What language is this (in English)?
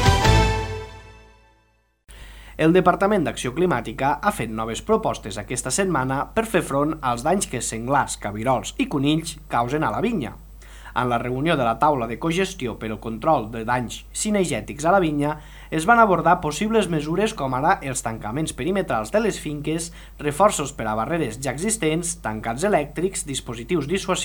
Catalan